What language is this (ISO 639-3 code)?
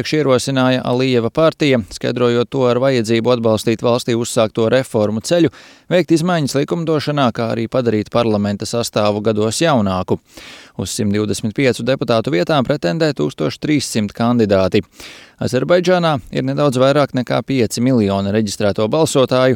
lav